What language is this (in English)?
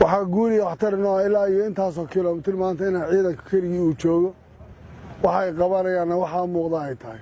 Somali